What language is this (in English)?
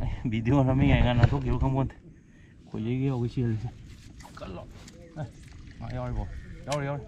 Manipuri